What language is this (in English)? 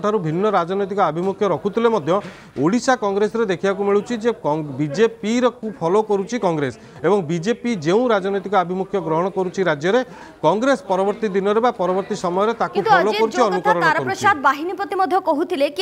Odia